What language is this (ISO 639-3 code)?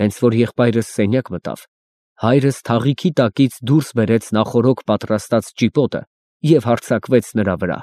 hye